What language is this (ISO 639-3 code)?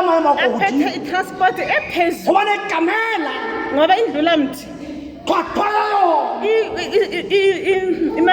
tsn